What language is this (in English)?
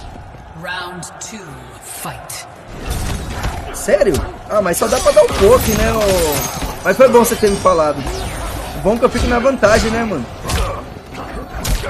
Portuguese